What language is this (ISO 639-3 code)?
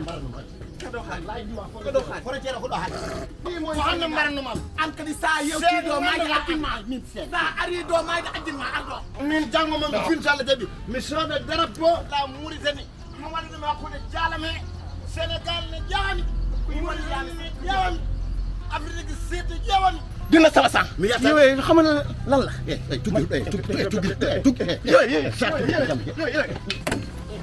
ful